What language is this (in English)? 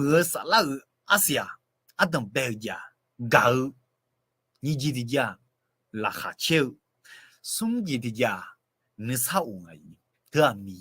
Akha